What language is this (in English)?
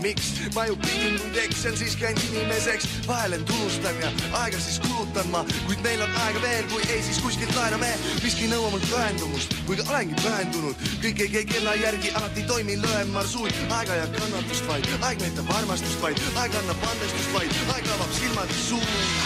Estonian